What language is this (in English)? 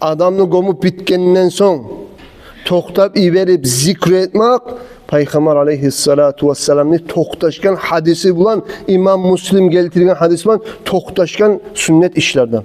Kumyk